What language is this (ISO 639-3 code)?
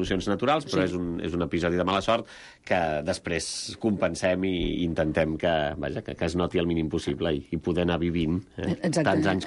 cat